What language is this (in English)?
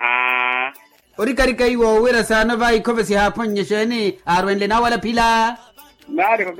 Makhuwa